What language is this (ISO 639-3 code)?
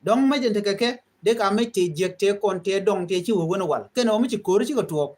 nus